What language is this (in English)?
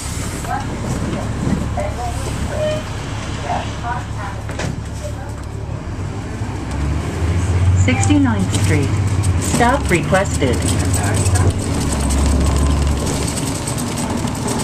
English